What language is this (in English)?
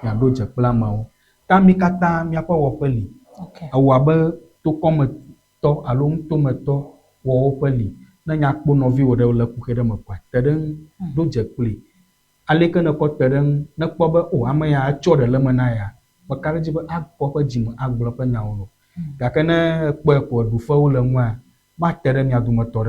Ewe